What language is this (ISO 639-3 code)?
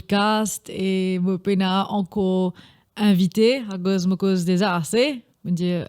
mfe